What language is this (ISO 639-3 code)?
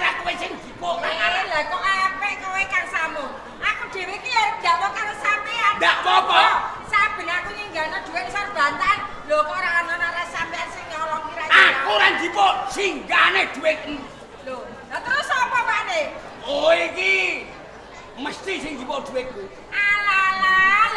jav